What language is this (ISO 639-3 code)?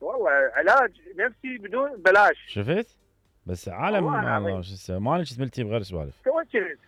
acm